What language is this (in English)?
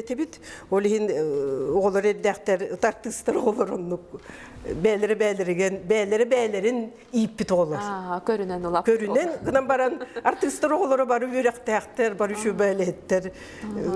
Yakut